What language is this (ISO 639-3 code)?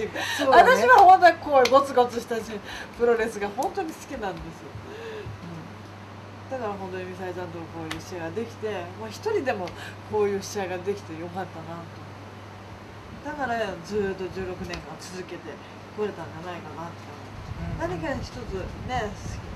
jpn